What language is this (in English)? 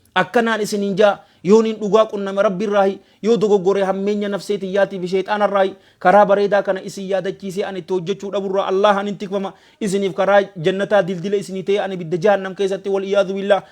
Oromo